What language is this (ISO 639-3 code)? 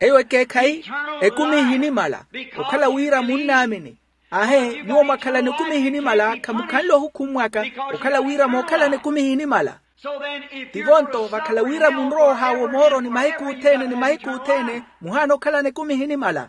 vmw